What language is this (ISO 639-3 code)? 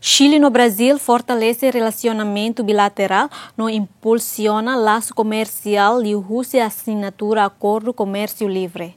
tet